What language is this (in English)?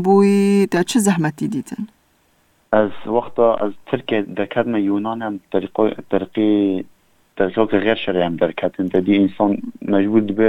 Kurdish